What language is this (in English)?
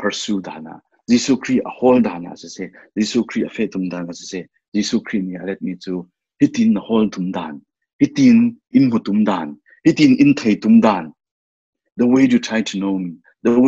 Falam Chin